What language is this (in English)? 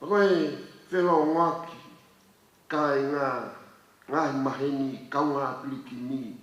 Tongan